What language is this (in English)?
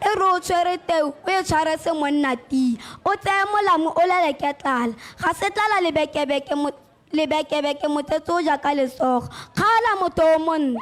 Tswana